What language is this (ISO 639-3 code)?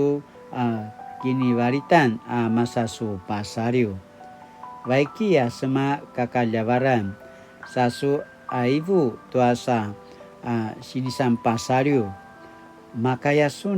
pwn